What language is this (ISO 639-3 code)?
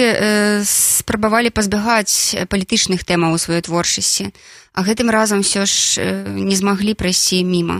bel